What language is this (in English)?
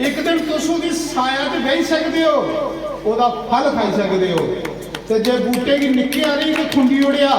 Dogri